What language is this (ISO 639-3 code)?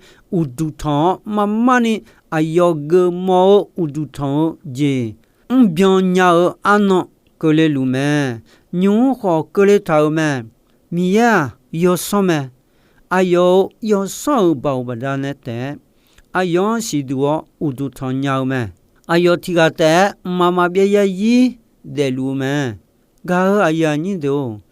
ahk